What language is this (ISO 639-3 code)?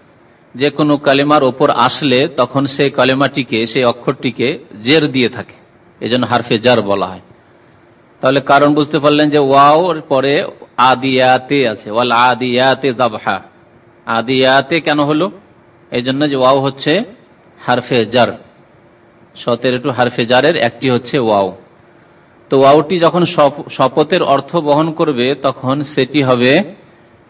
ben